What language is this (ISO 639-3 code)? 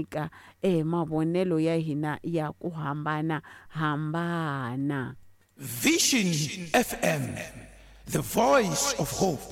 tso